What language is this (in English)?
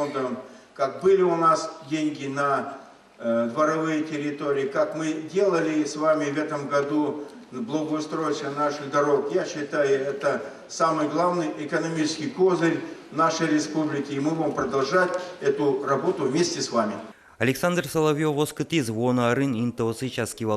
Udmurt